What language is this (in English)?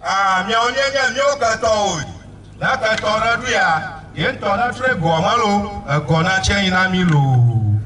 Ewe